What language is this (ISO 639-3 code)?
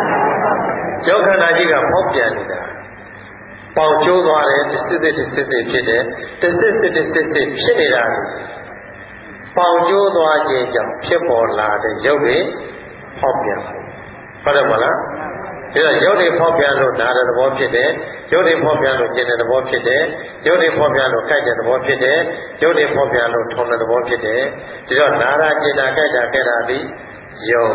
mya